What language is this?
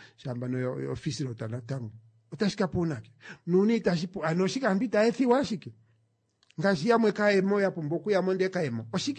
Kuanyama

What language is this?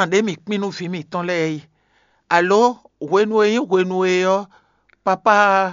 Fon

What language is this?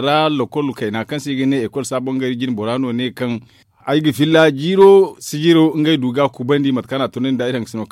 Zarma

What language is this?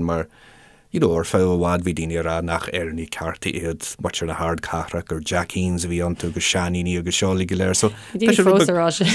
Irish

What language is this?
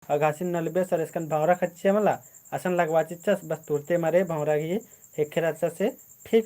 Kurukh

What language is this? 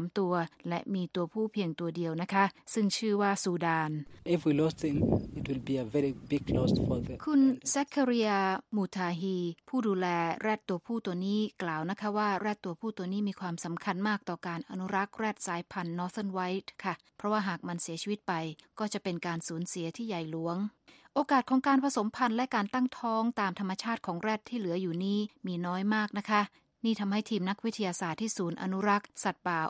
Thai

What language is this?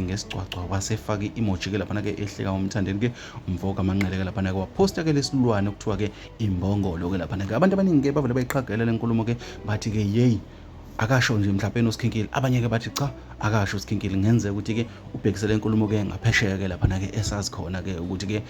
Zulu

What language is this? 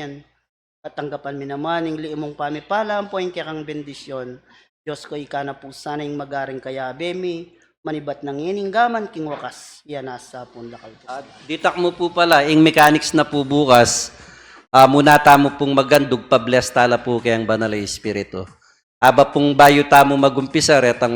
Pampanga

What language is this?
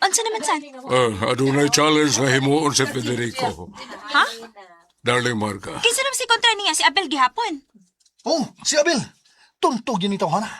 Cebuano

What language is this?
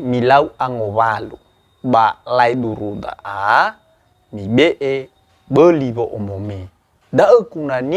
Nias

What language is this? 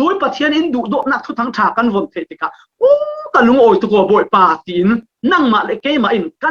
Falam Chin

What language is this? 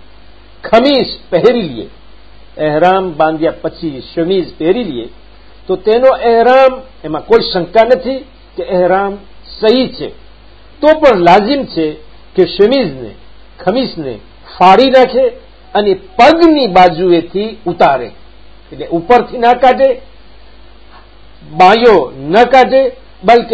Gujarati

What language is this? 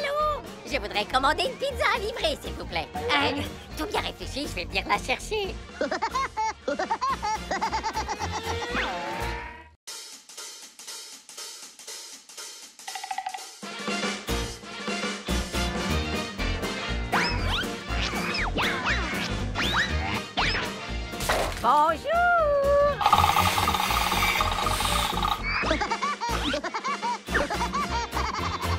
French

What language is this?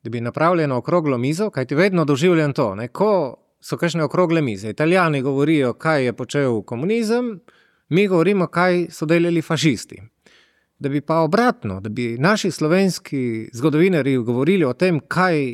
Slovenian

